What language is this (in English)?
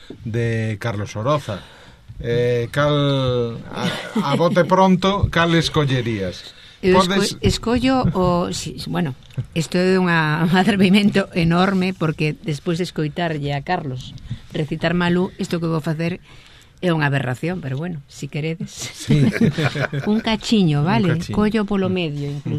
Galician